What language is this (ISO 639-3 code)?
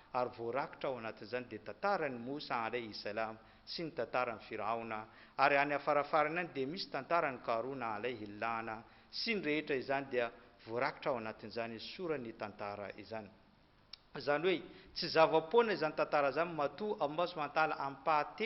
mlg